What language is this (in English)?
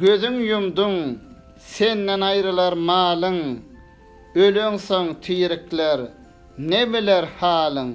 Turkmen